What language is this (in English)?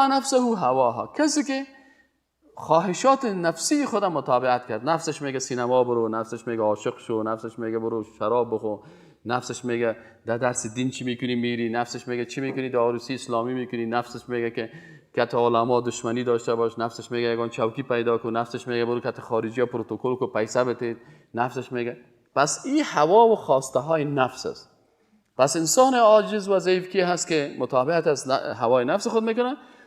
Persian